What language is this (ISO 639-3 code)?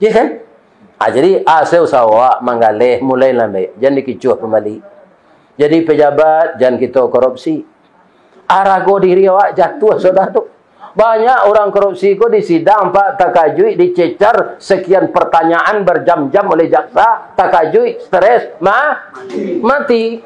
min